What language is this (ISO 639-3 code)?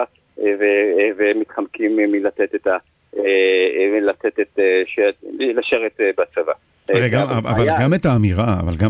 heb